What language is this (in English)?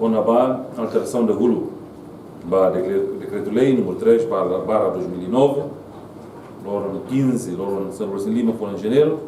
Tetum